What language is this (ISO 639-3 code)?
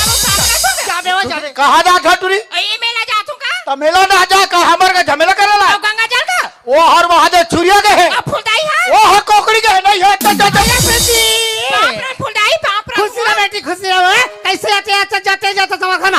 hne